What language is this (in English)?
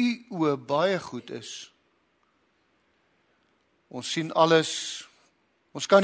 Afrikaans